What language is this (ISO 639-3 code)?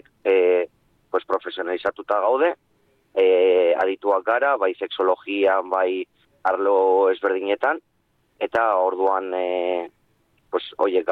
eus